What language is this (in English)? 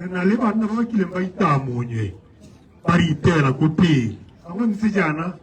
Tswana